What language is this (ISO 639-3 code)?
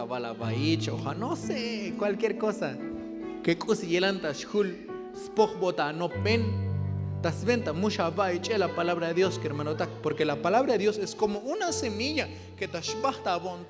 tzo